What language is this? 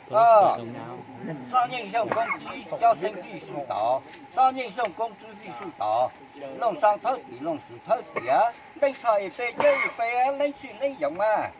Hmong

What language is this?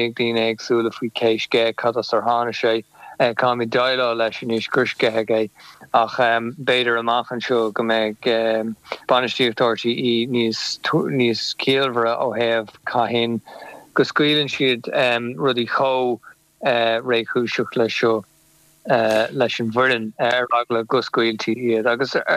Irish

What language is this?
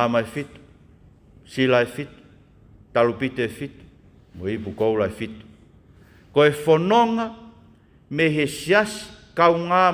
Tongan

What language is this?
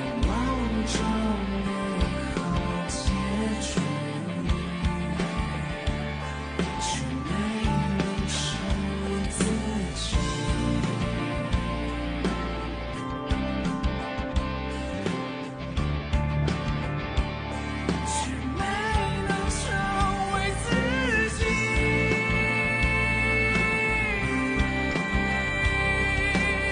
Chinese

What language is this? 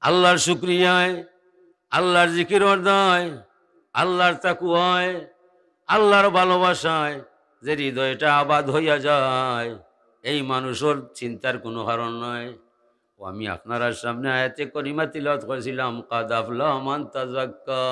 Sylheti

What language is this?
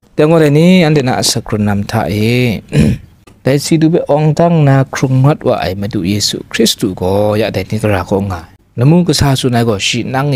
Kachin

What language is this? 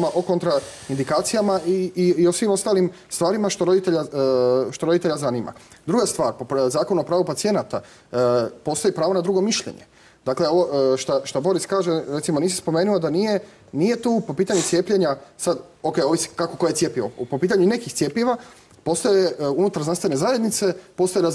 Croatian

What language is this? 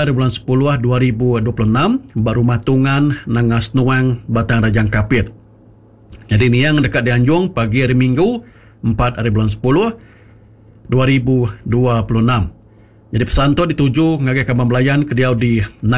Iban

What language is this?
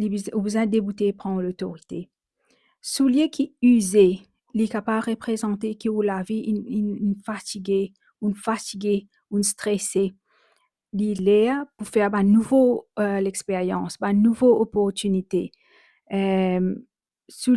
Morisyen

